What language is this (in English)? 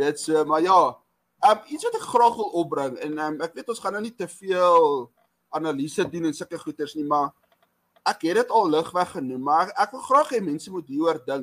Afrikaans